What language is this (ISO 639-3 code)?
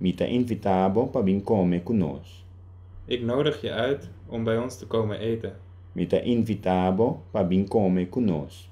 pap